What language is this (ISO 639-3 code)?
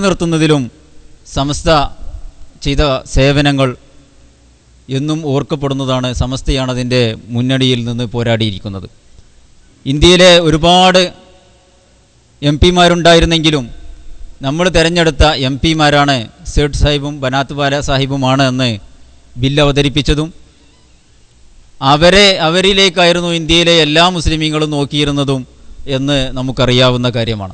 mal